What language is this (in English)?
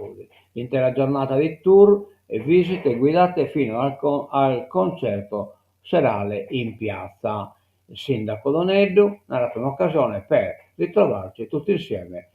Sardinian